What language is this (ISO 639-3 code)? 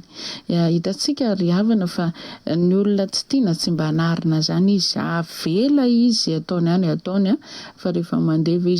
mlg